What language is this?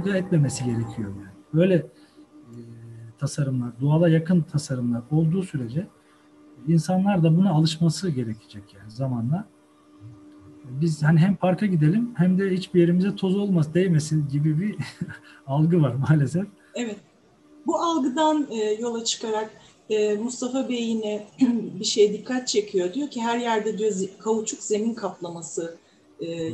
Turkish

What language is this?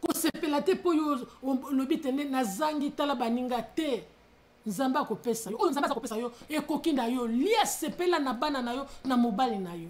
Lingala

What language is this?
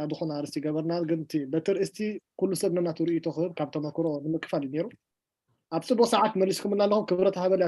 Tigrinya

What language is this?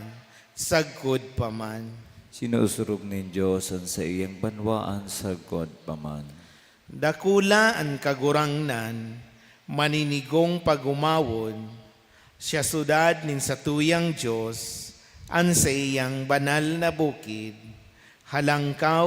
Bikol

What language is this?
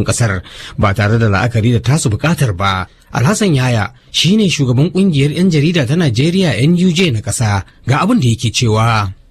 Hausa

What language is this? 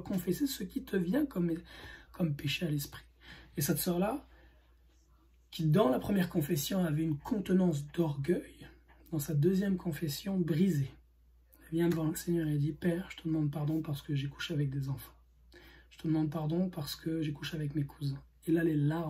French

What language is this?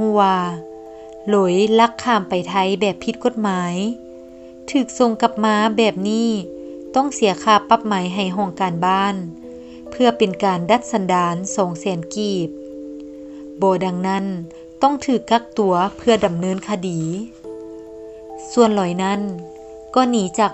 Lao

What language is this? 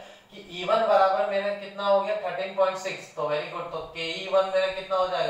Hindi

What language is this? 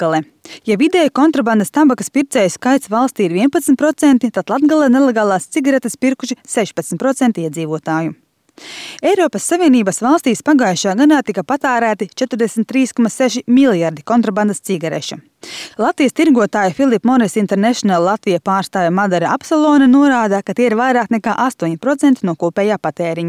Latvian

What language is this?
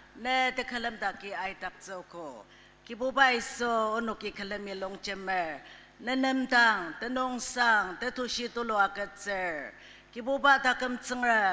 Ao Naga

